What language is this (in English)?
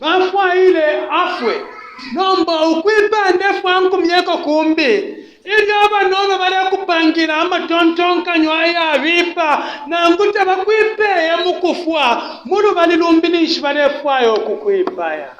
Bemba